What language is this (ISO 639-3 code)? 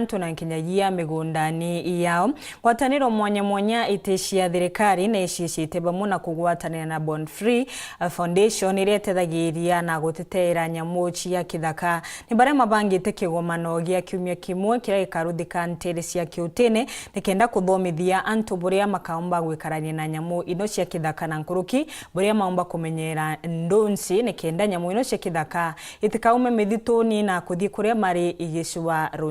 mer